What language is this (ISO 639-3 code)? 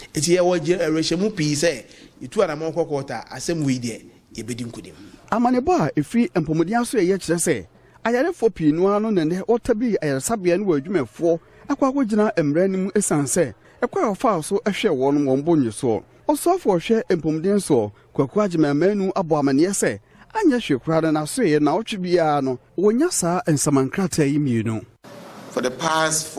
aka